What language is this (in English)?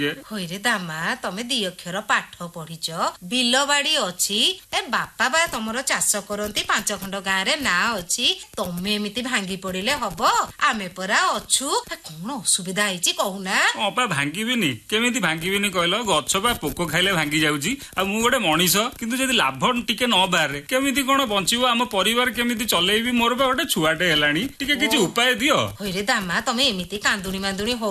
Odia